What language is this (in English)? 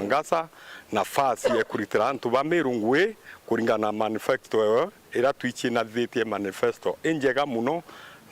Meru